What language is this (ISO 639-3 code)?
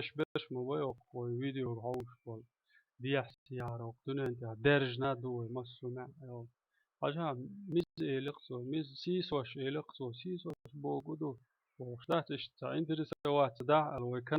che